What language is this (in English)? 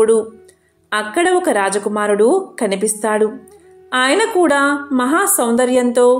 Telugu